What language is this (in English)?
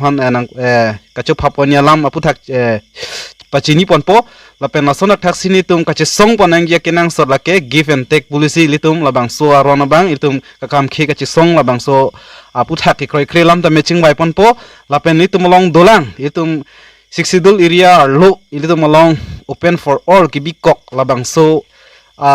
Karbi